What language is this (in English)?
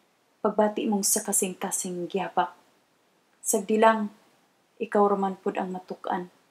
Cebuano